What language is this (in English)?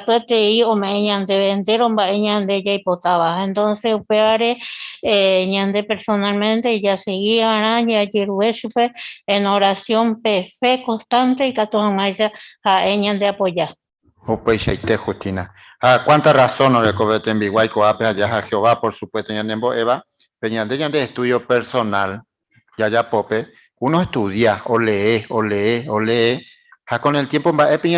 Guarani